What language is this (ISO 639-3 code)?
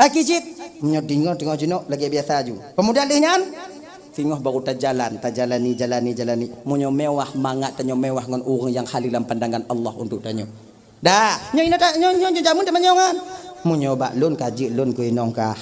ace